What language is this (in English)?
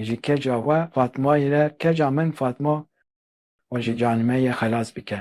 Kurdish